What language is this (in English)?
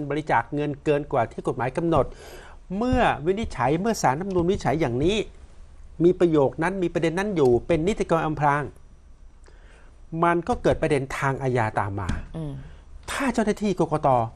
Thai